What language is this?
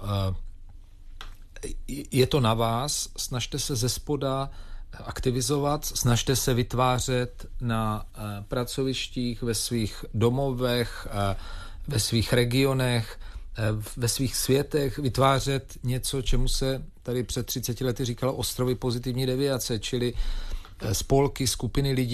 Czech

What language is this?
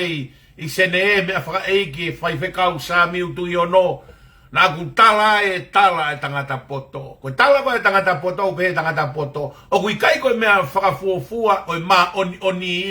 Tongan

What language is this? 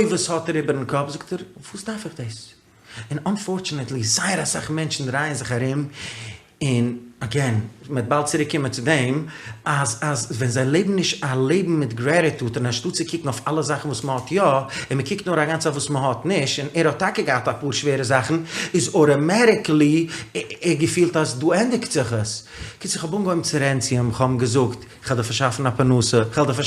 Yiddish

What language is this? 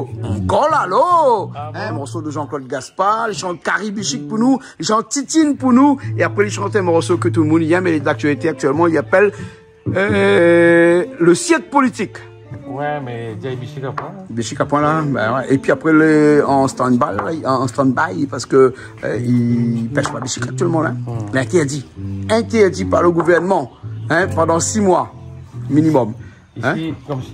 Réunion Creole French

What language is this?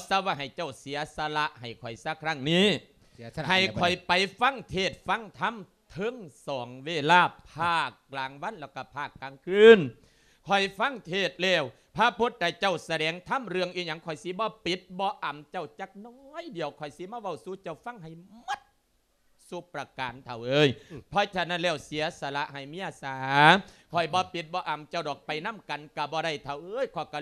Lao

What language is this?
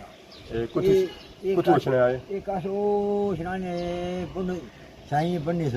Pahari-Potwari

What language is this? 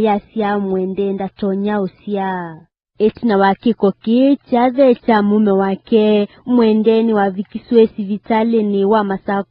Kamba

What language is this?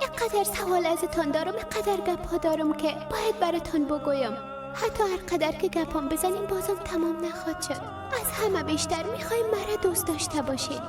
Persian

